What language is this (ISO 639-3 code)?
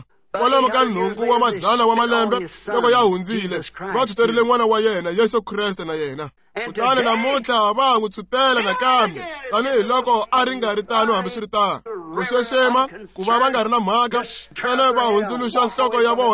tso